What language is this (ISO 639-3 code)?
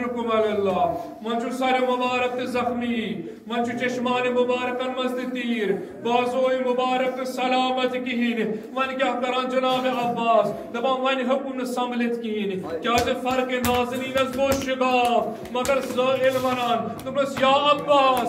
kas